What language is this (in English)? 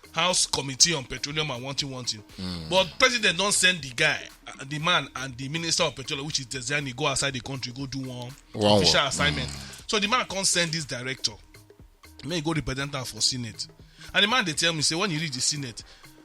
Nigerian Pidgin